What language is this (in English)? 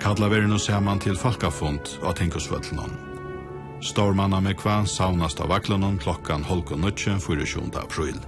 Faroese